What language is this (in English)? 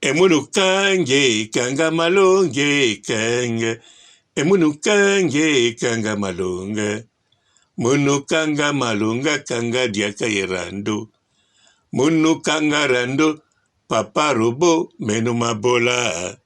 Lingala